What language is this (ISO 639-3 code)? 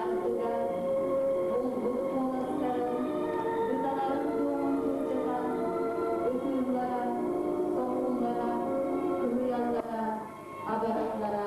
sah